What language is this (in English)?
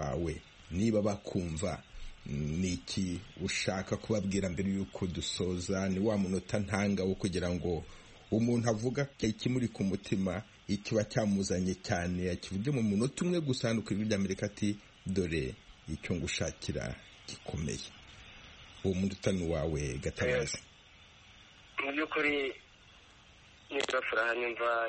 Kinyarwanda